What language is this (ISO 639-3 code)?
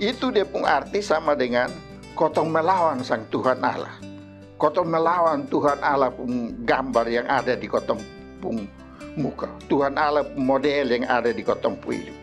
mkn